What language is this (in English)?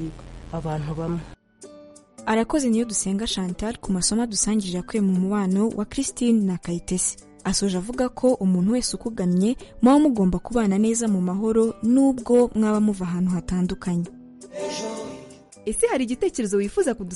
Kinyarwanda